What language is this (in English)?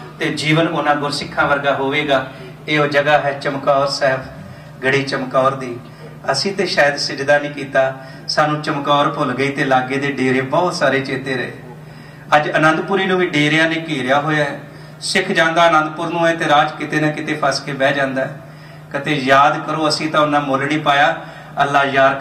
Punjabi